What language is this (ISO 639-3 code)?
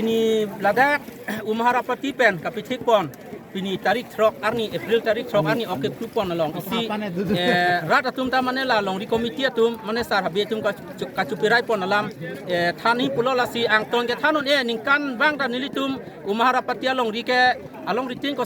mjw